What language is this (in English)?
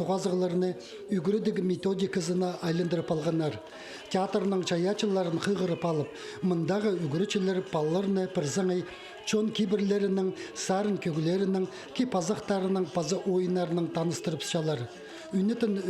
Khakas